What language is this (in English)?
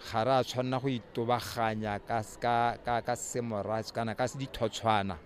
Tswana